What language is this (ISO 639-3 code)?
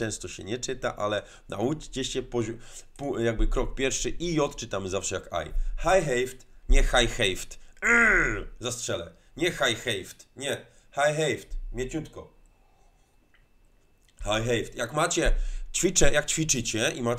pol